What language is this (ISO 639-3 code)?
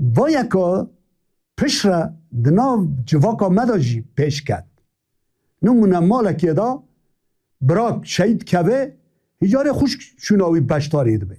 kur